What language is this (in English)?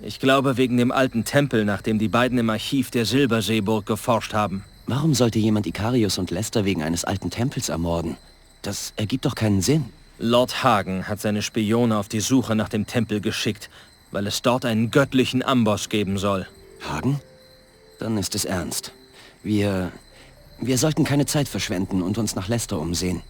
Bavarian